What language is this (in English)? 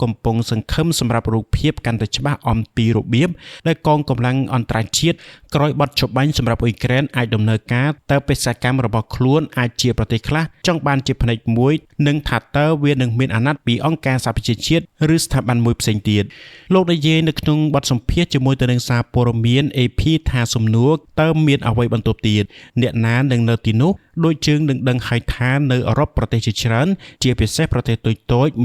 Khmer